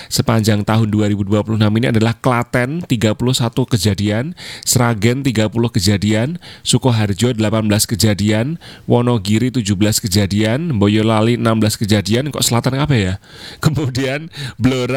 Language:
Indonesian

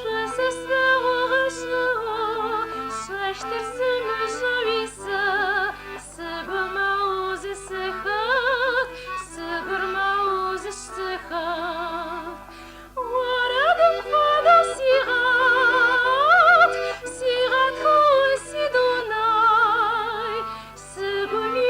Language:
Adyghe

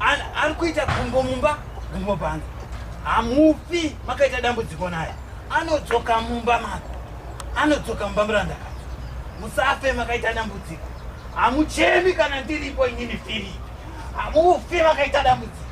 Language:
Shona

